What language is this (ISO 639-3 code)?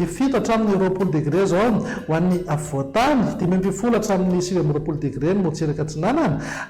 mlg